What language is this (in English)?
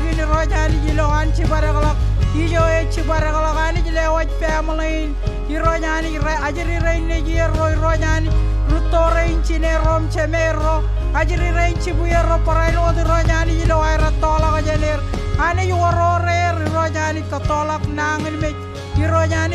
Marshallese